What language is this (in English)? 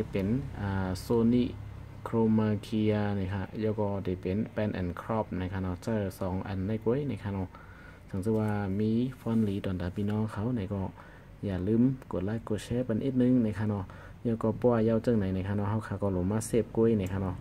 Shan